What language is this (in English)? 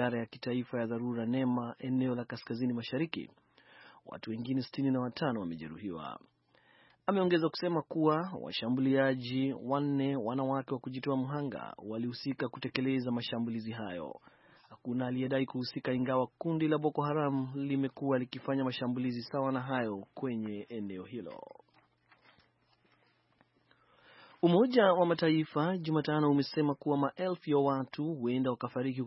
Swahili